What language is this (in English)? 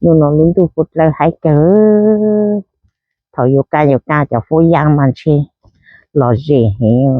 Hmong